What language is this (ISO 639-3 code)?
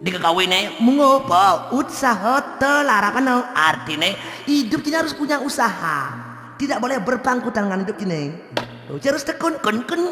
ban